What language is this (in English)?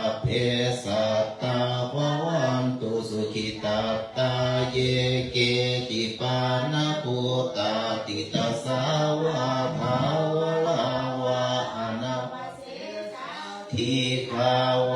Pali